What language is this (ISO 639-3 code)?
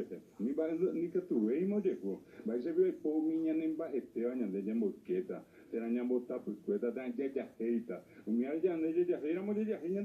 grn